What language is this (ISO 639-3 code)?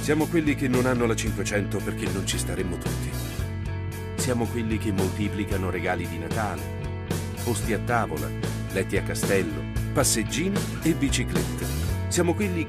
ita